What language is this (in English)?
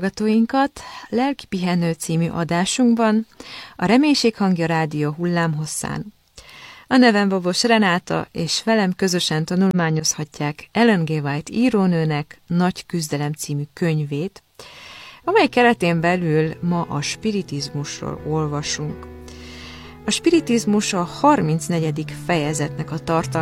Hungarian